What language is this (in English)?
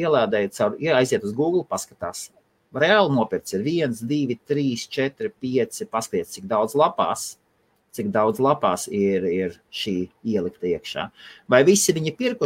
Latvian